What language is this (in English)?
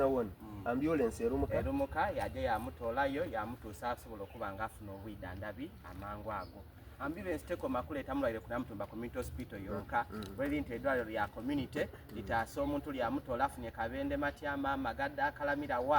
Soga